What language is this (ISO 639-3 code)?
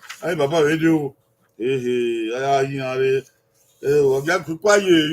bin